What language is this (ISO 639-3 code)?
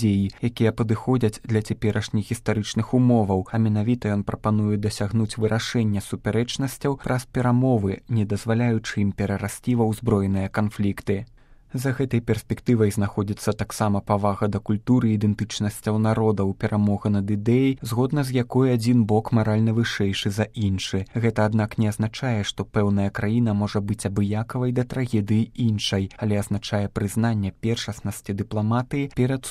bel